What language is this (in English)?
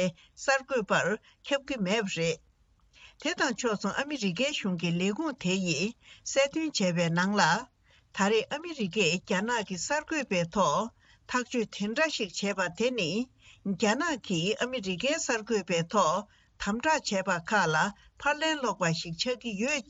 Tibetan